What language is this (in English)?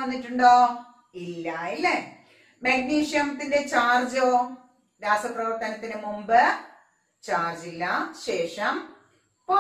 Malayalam